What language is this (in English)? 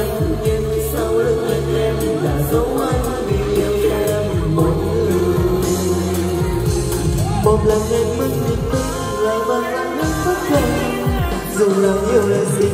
Vietnamese